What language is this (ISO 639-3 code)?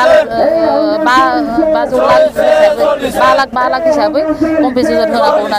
brx